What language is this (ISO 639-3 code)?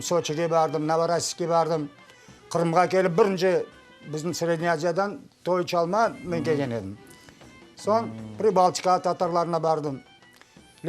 crh